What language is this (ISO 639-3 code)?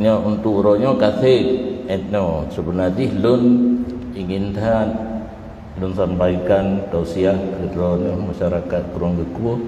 ace